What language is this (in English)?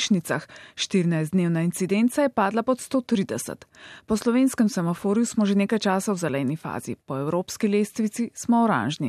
Slovenian